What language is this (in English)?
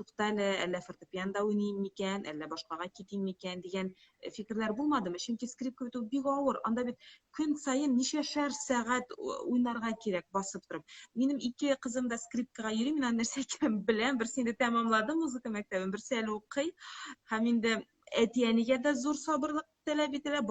Tatar